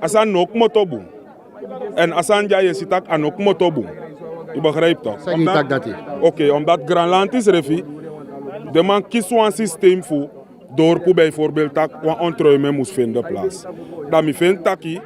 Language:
Sranan Tongo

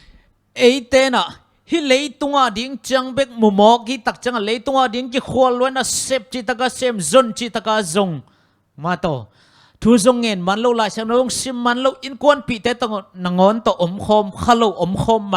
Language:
Tedim Chin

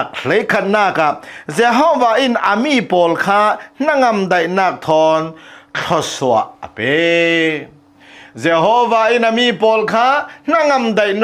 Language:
Hakha Chin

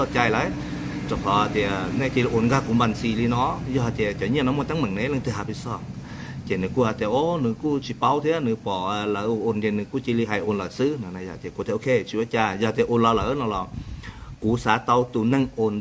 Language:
Hmong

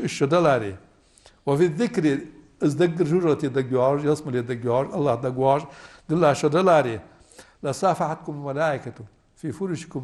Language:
Ingush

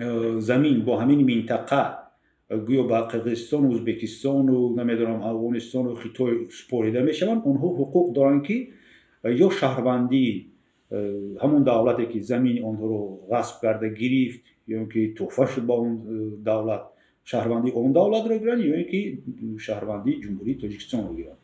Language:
Tajik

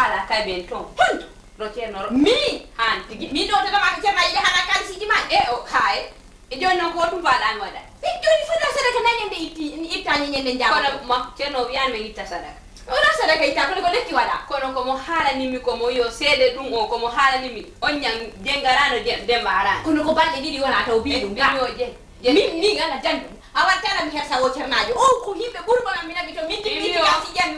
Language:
Fula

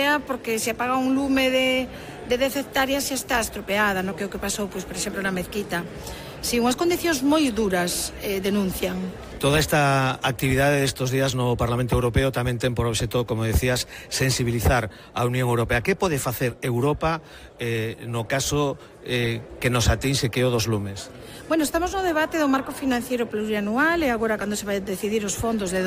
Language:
Galician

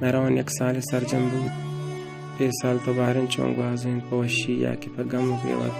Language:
Baluchi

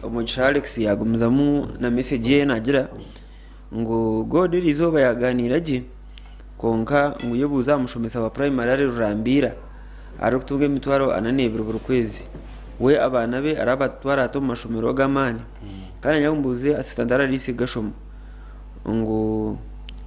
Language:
Nyankole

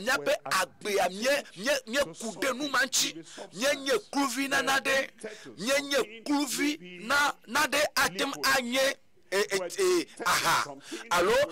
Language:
Ewe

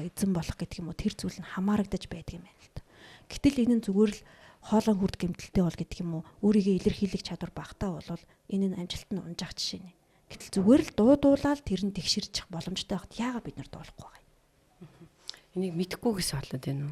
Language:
Mongolian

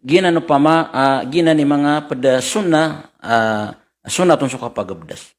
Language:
Maranao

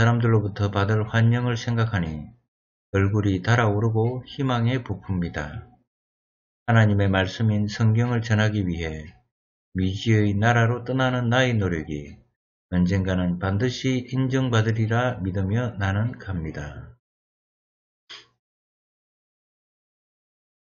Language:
Korean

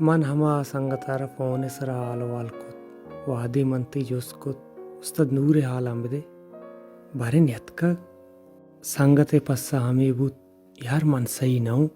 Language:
Baluchi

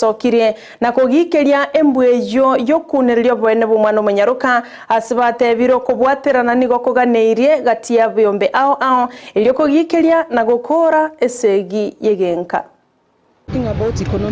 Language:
Gusii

